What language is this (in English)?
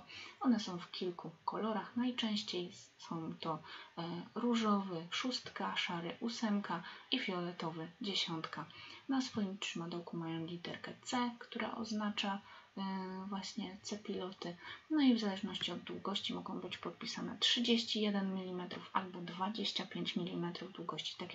Polish